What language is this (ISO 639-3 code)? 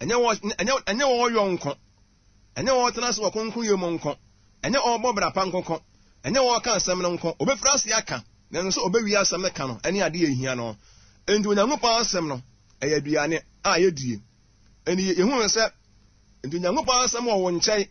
aka